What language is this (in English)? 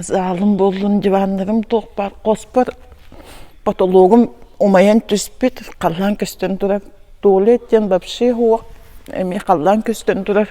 Yakut